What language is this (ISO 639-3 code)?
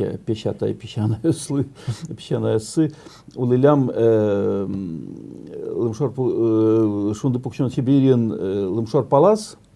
udm